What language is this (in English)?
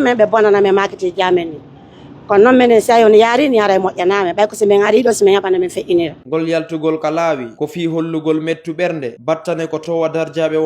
Fula